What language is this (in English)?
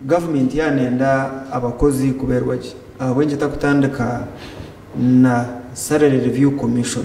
Nyankole